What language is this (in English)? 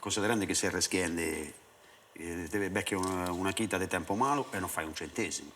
Sardinian